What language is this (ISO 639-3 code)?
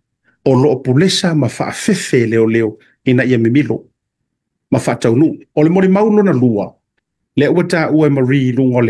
smo